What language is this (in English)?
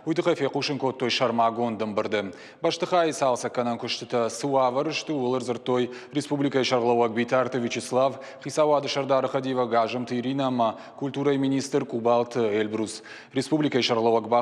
Ossetic